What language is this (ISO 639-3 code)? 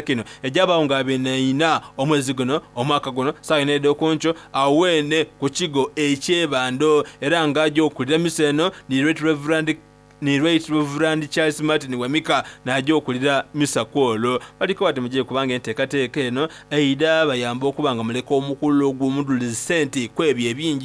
xog